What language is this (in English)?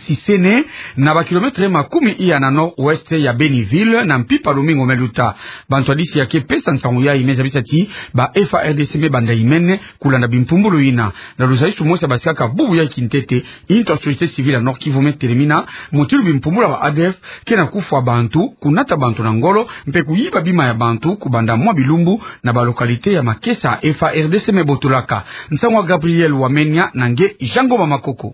Kituba (Democratic Republic of Congo)